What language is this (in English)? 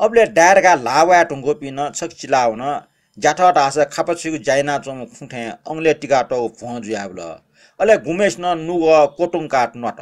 Newari